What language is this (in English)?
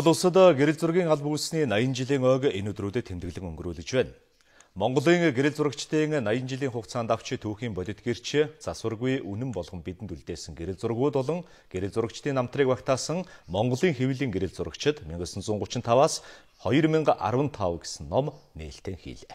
Mongolian